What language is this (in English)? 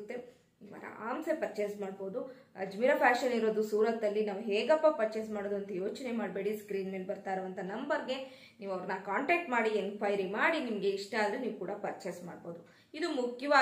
Kannada